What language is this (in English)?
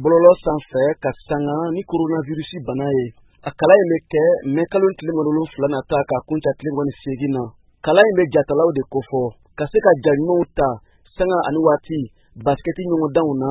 Bambara